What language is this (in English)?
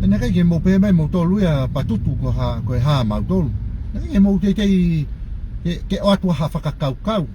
Tongan